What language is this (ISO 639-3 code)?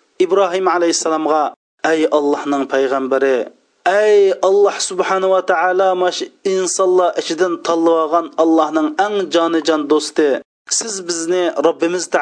uig